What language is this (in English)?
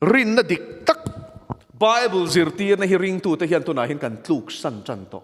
Mizo